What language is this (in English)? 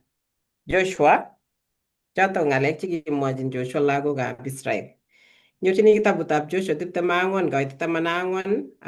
Kalenjin